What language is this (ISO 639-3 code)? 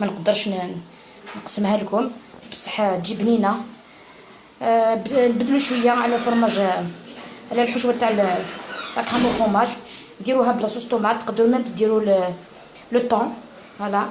arq